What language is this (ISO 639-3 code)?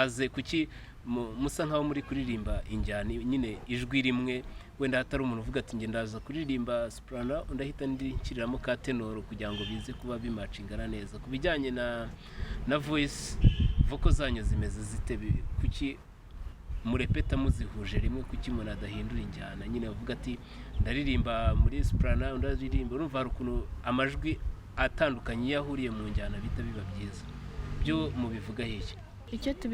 kin